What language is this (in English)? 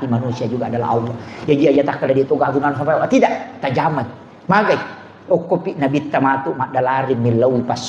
Buginese